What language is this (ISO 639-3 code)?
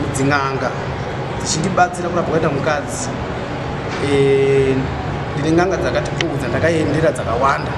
sna